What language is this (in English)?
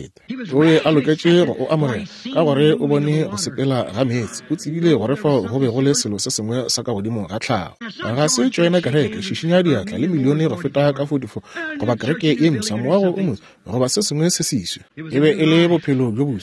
Northern Sotho